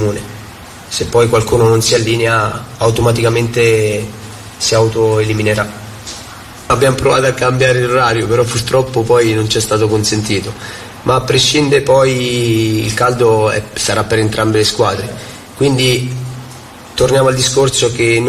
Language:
Italian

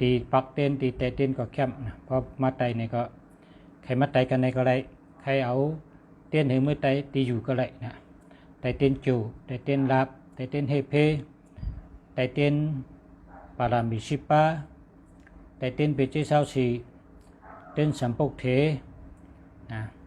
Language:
Shan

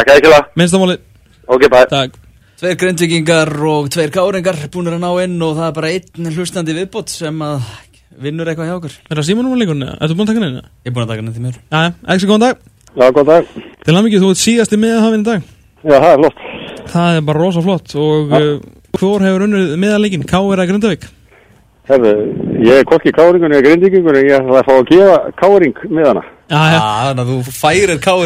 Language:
Icelandic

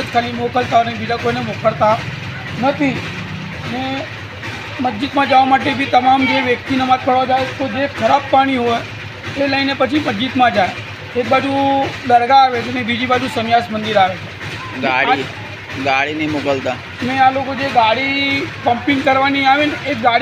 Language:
Gujarati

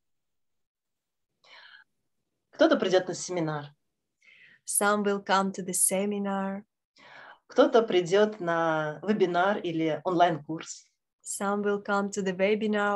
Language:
Russian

